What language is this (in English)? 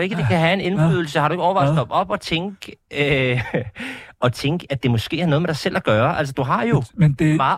Danish